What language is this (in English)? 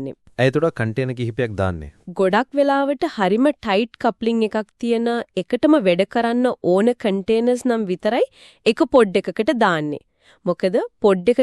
Sinhala